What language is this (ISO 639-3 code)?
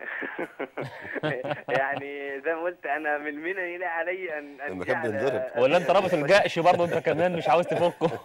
arz